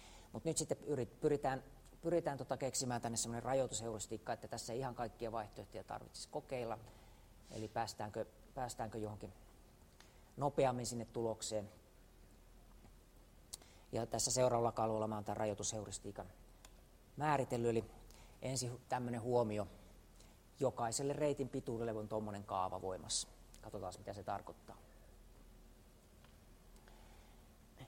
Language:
Finnish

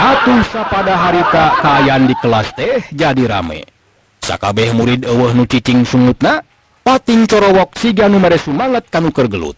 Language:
Sundanese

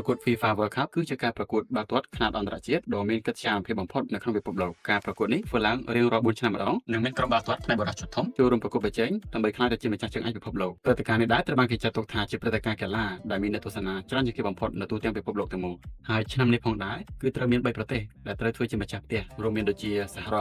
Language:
Khmer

